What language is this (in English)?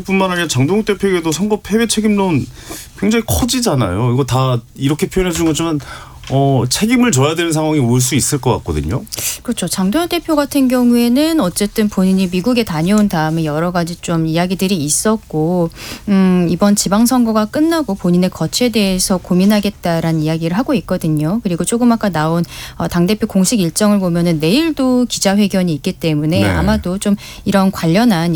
Korean